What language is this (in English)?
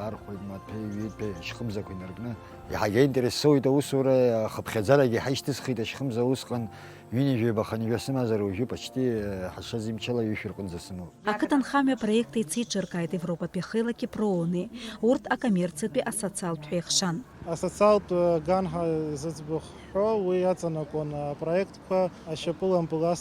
Abkhazian